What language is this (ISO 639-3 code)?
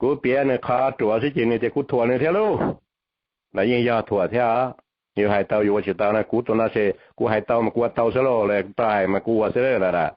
hmn